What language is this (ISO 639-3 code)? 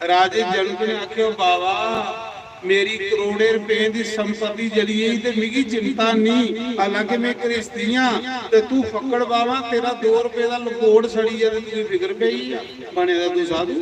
doi